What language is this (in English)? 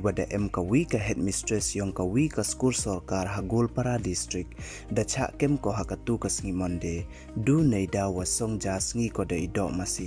Pnar